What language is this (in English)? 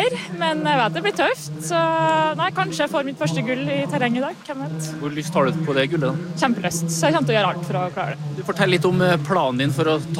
Norwegian